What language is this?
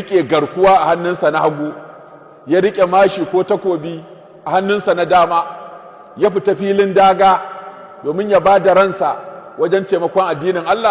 Hausa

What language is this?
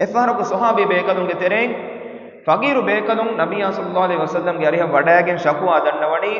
Divehi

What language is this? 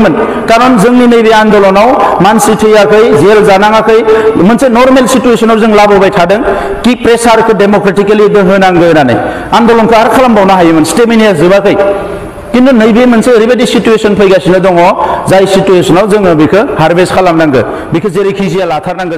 Bodo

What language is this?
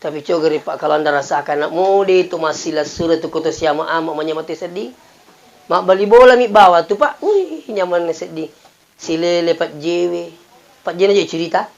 Buginese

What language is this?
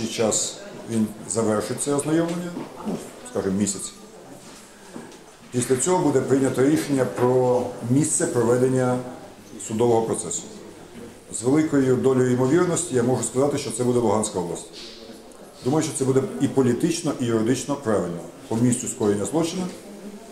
Ukrainian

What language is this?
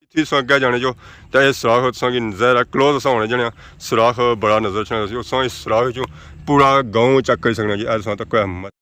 Pahari-Potwari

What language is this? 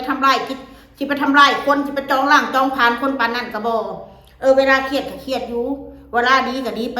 Northeastern Thai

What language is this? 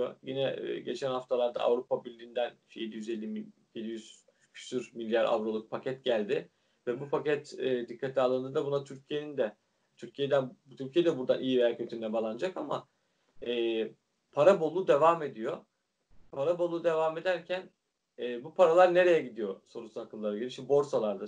Turkish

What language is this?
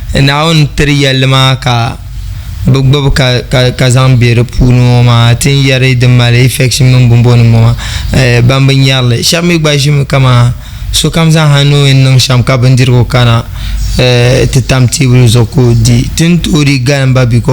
Dagbani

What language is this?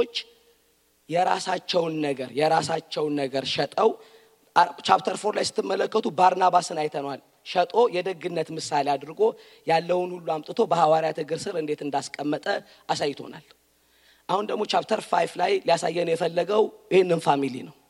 Amharic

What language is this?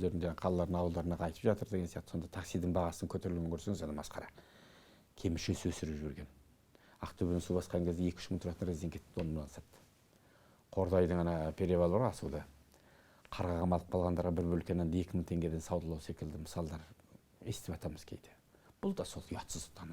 Kazakh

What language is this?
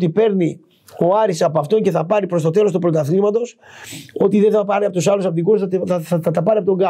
Greek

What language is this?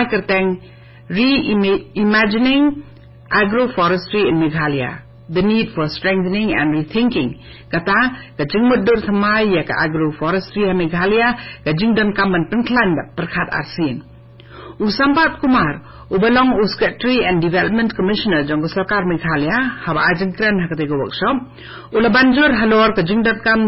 Khasi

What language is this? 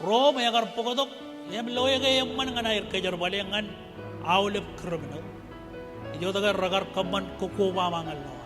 Marshallese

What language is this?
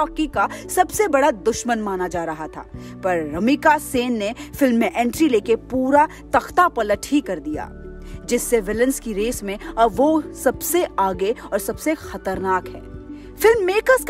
Hindi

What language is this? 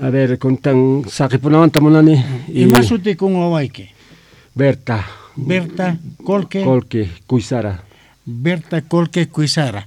Quechua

